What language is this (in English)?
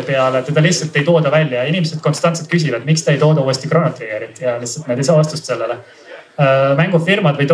Estonian